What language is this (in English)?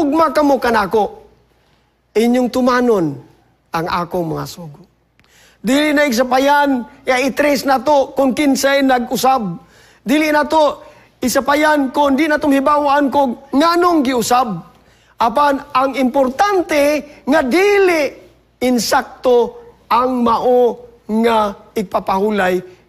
Cebuano